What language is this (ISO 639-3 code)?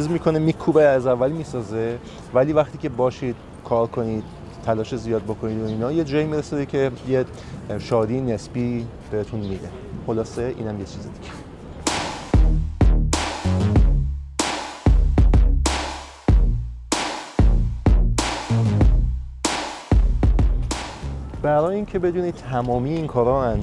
fas